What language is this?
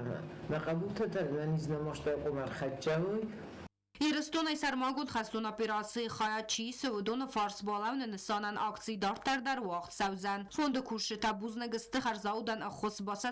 Ossetic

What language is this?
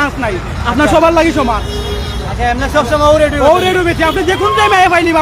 Sylheti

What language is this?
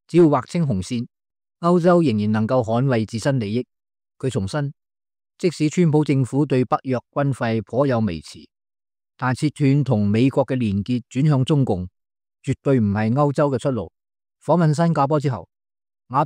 Cantonese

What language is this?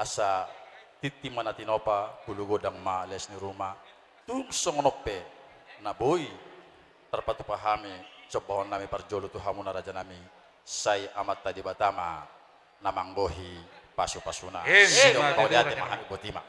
Batak Toba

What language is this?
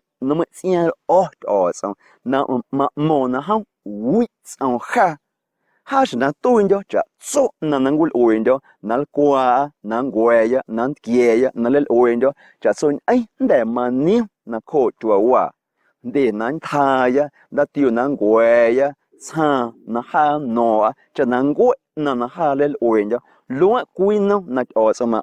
Guerrero Amuzgo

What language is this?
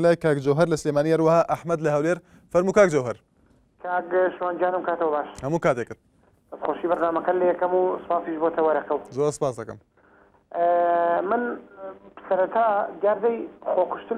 Central Kurdish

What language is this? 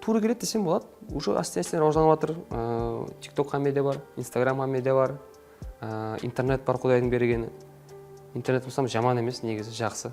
Kara-Kalpak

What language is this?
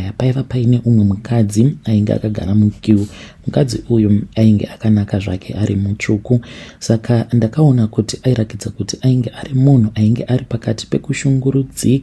Shona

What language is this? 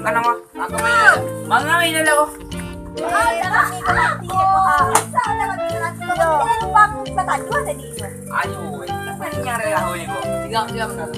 Minangkabau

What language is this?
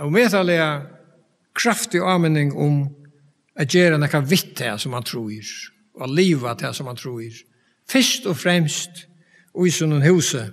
Faroese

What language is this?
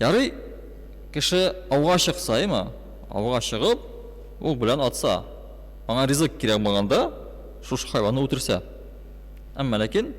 Tatar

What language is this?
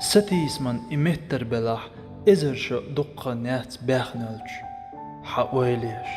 Chechen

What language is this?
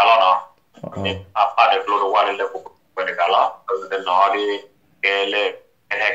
S'gaw Karen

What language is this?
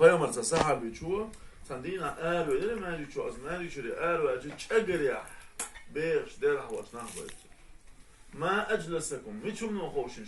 Chechen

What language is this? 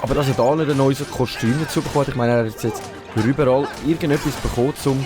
Swiss German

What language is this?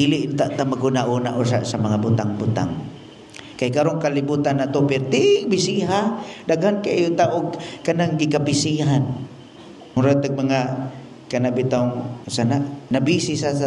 Cebuano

